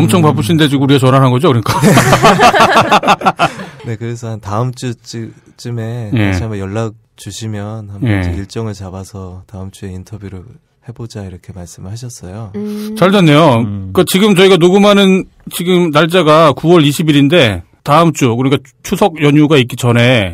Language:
Korean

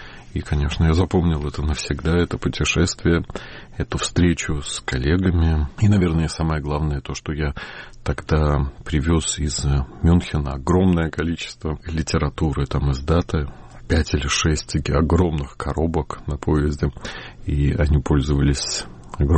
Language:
Russian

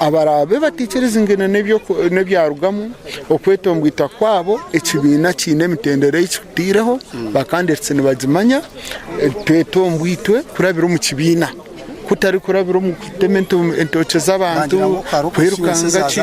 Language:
Nyankole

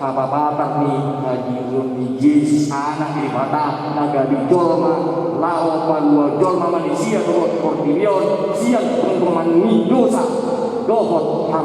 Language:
Batak Toba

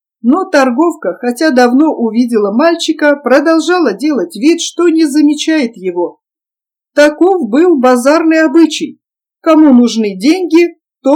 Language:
Russian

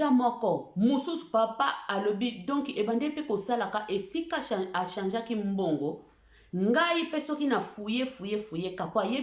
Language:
Lingala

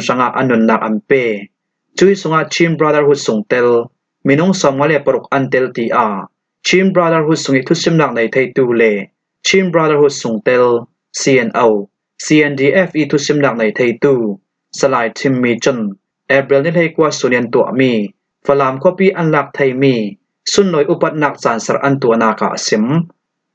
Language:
Falam Chin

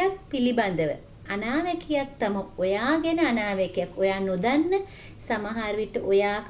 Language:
Sinhala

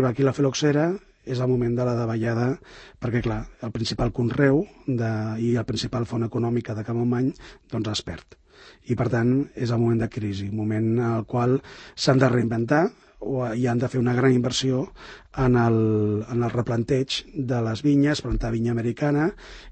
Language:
Catalan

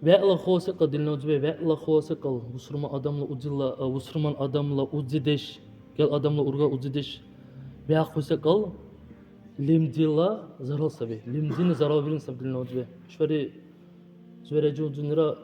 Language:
Dargwa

